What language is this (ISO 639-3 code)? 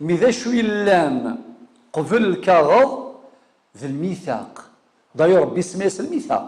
kab